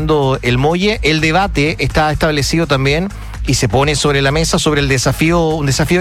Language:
Spanish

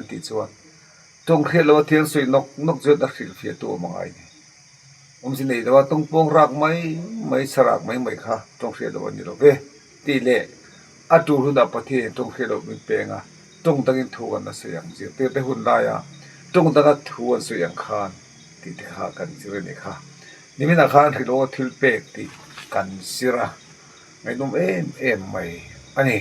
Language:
Mizo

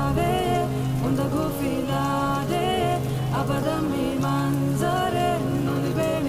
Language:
Divehi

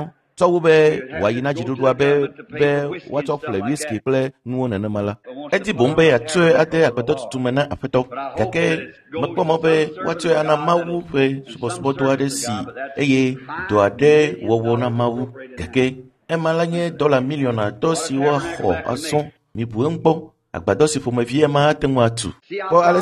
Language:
Ewe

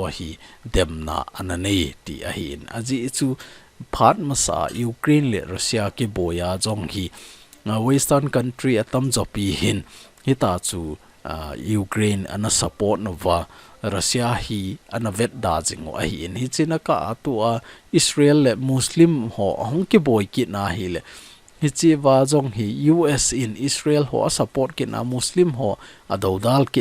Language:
Thado Chin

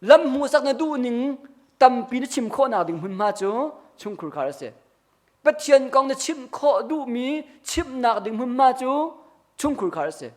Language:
Hakha Chin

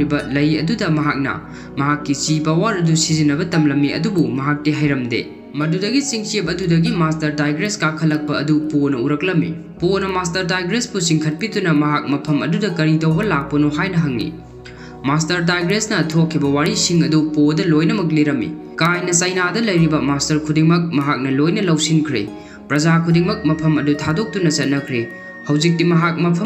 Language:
Manipuri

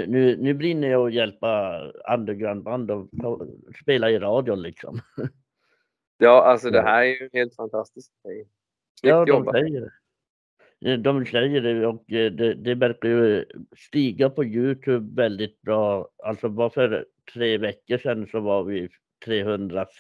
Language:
Swedish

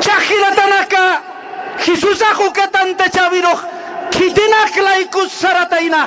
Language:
Aymara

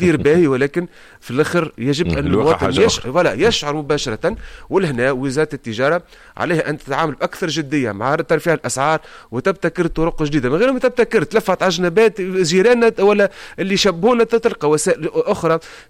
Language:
Tunisian Arabic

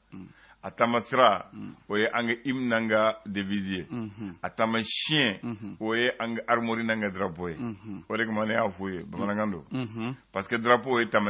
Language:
Bambara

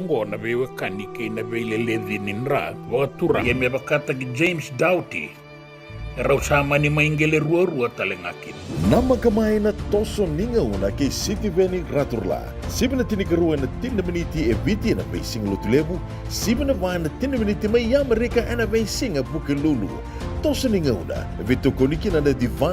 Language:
Fijian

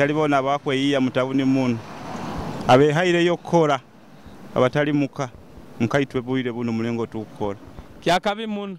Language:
Nyoro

